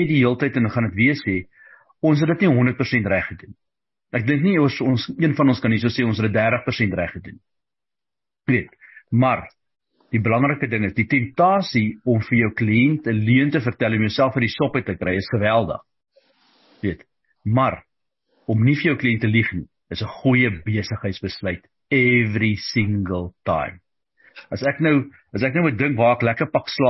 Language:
Afrikaans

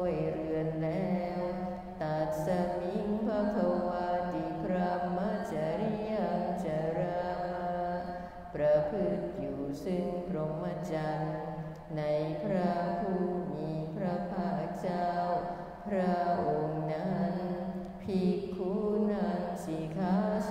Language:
Thai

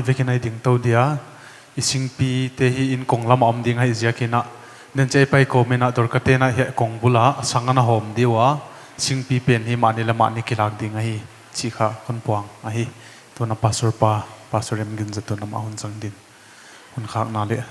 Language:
Paite Chin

